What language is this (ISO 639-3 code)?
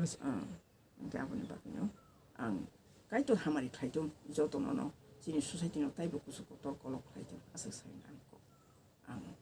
trp